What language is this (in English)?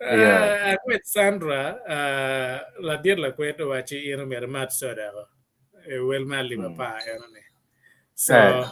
Acoli